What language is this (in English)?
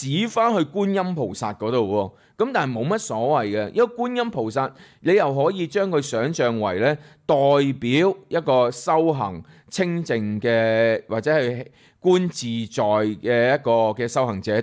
Cantonese